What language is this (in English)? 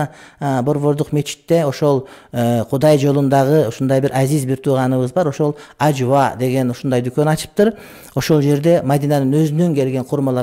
Kyrgyz